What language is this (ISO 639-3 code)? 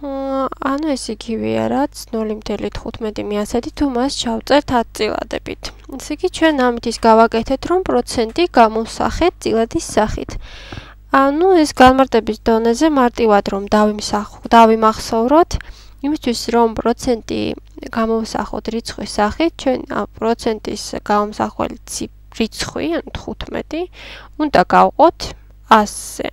kat